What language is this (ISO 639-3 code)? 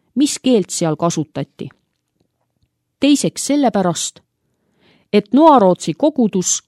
est